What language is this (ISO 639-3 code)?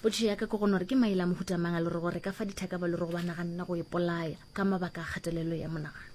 nso